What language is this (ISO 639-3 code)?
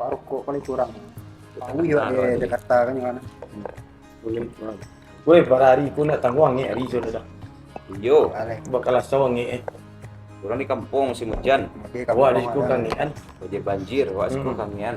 min